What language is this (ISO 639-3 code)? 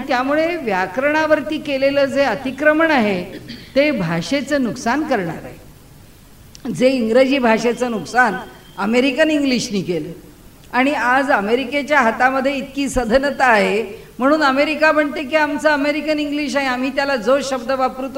mar